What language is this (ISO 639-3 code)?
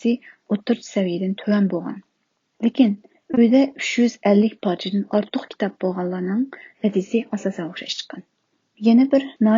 uig